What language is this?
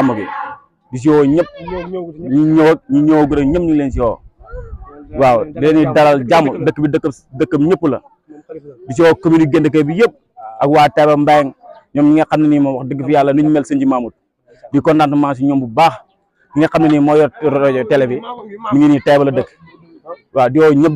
Wolof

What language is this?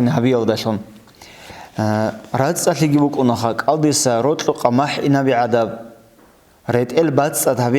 Avaric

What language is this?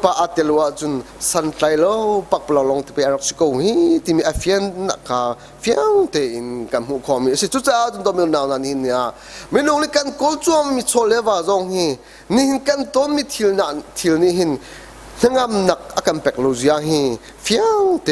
Hakha Chin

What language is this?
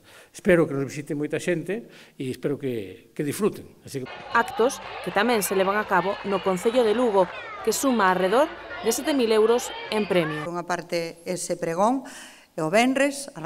Galician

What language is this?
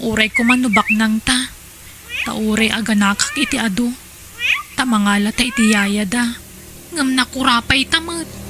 Iloko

